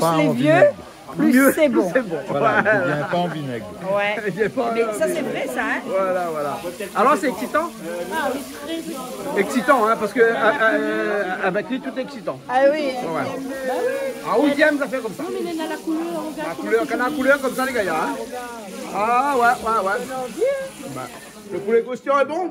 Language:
Réunion Creole French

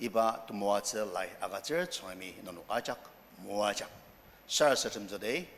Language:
Ao Naga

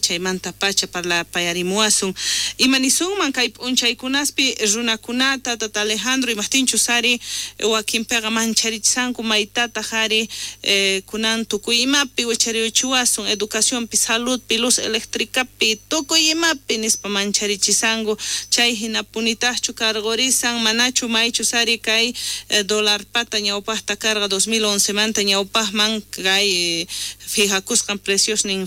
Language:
South Bolivian Quechua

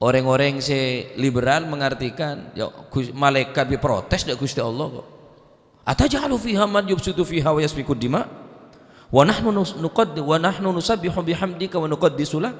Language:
Madurese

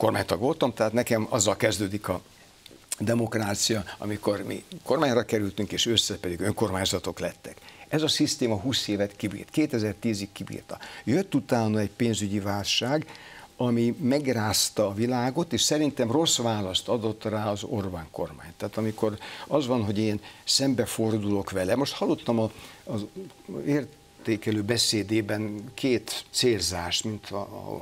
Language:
Hungarian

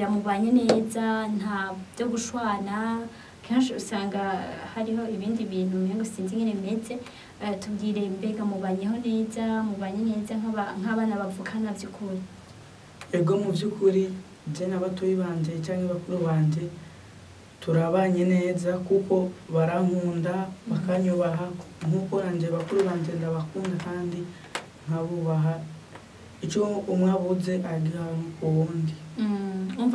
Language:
Rundi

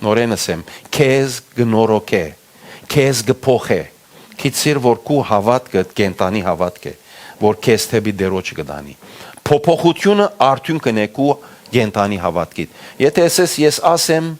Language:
Western Armenian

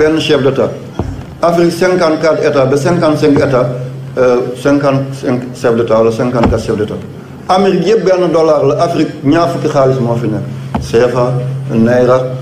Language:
Wolof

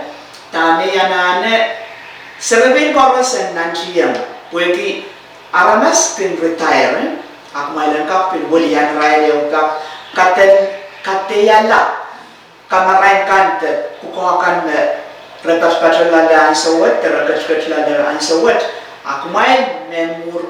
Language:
Pohnpeian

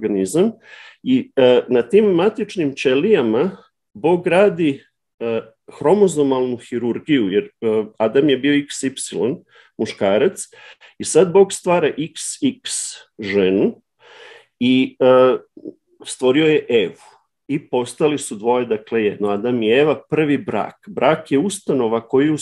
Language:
Serbian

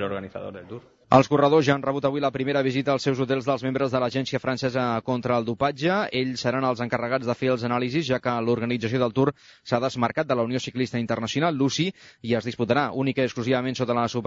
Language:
Catalan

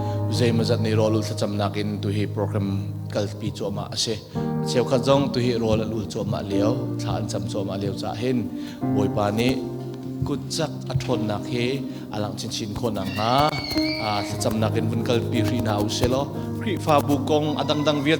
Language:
Hakha Chin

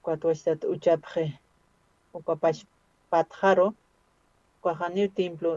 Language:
Aymara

